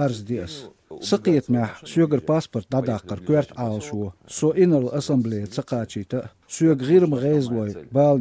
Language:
Chechen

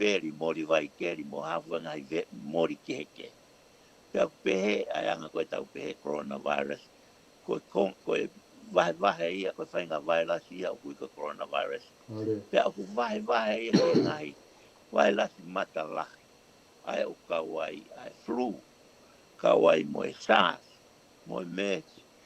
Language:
Tongan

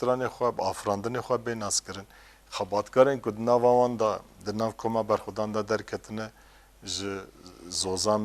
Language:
Kurdish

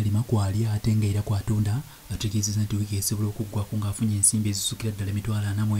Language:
Ganda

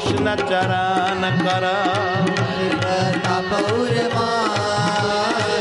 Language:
Gujarati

